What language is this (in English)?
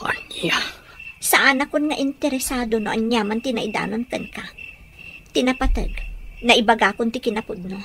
Iloko